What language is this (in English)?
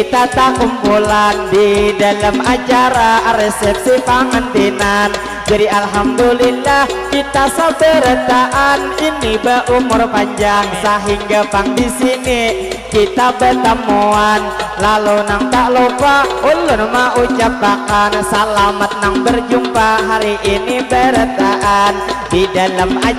Banjar